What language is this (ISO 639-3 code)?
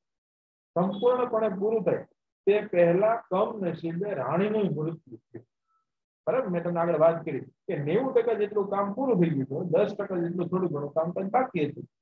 guj